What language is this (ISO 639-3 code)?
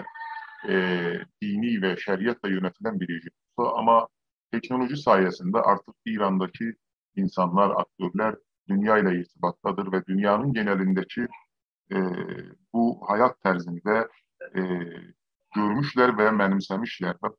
azb